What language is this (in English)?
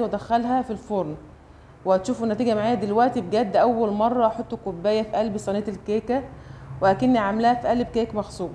Egyptian Arabic